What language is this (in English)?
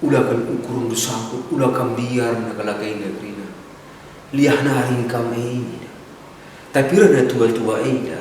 Batak Karo